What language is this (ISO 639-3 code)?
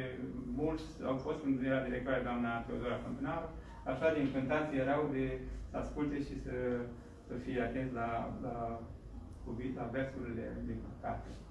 ron